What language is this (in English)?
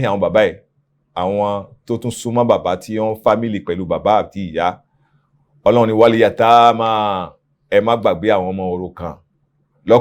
Yoruba